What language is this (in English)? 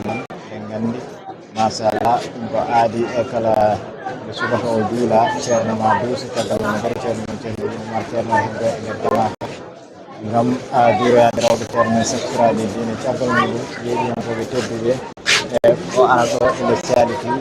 Fula